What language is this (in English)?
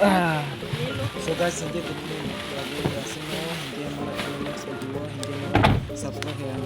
Kok Borok